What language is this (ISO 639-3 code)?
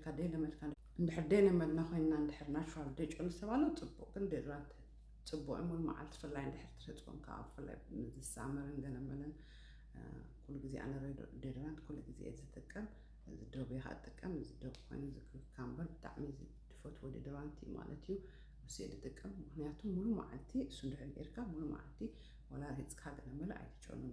tir